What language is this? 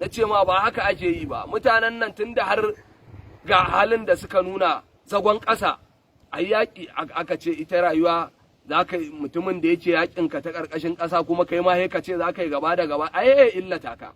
Hausa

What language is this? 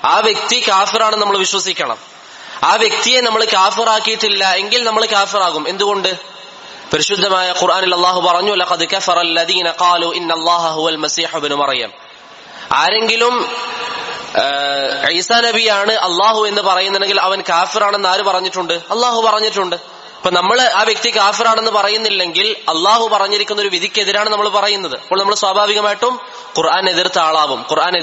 Malayalam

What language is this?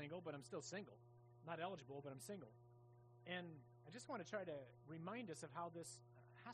English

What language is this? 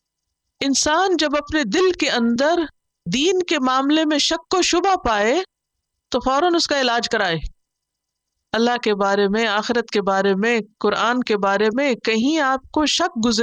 Urdu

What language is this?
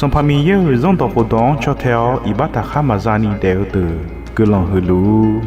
Akha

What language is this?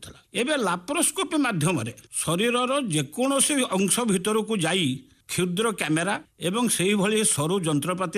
Odia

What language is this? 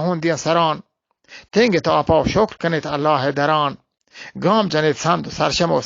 Eastern Balochi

